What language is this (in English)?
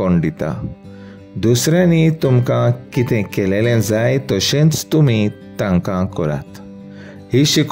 Konkani